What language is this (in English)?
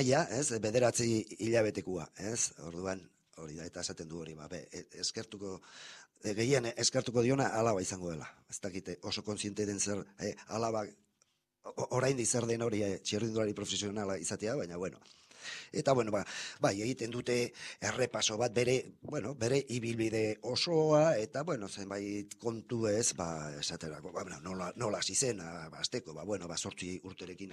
Basque